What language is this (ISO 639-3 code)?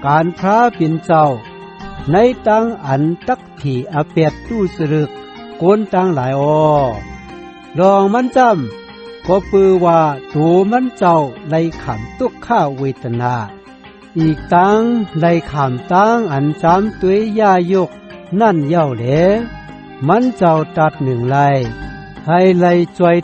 shn